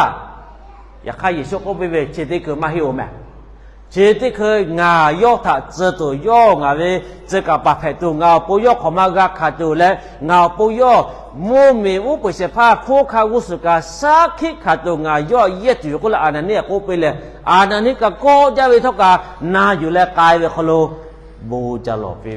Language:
Lahu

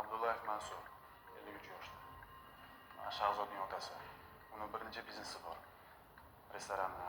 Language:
Uzbek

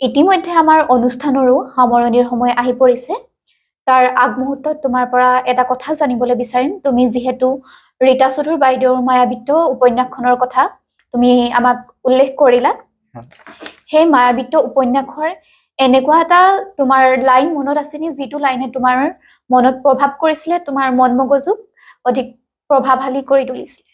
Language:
Assamese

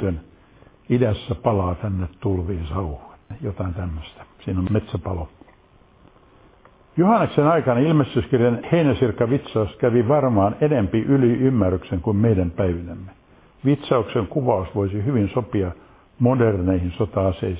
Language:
Finnish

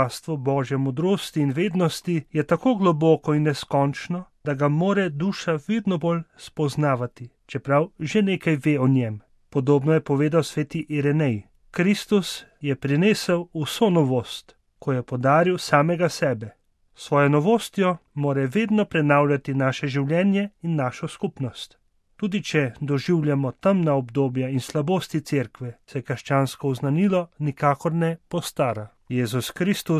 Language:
Slovenian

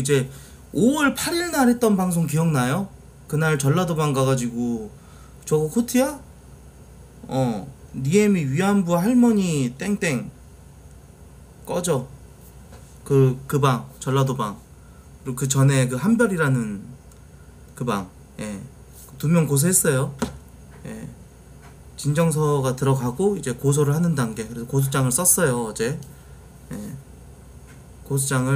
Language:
Korean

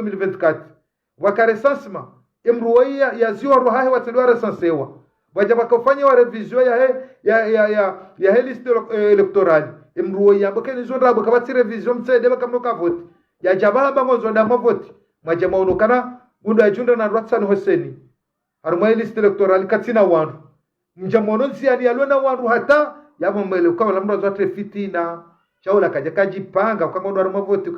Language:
Ngazidja Comorian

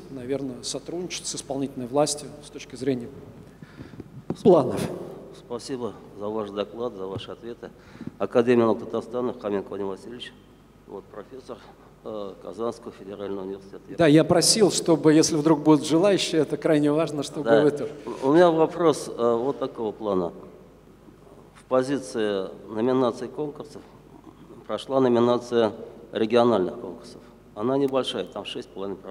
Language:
Russian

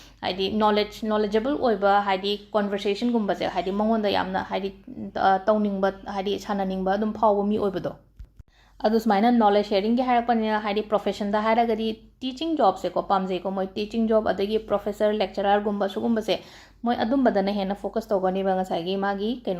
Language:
Manipuri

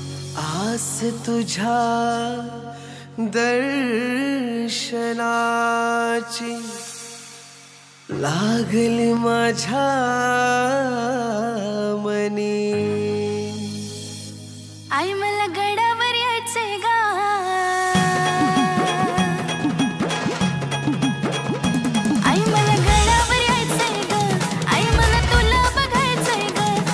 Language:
Marathi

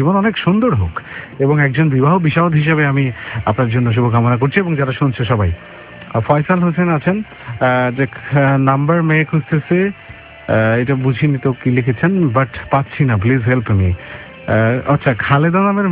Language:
Bangla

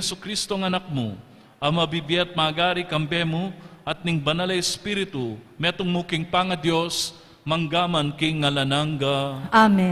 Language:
Pampanga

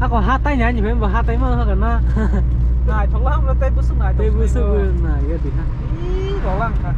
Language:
Kok Borok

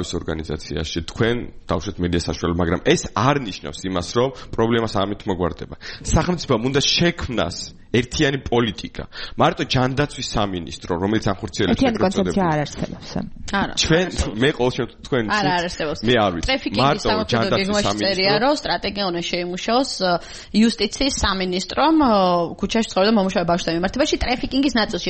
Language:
Georgian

